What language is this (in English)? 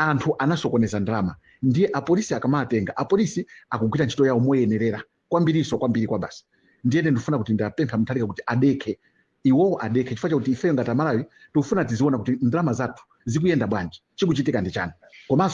Nyanja